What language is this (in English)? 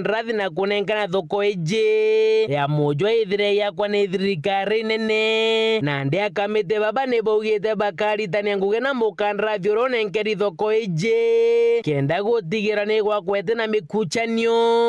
Meru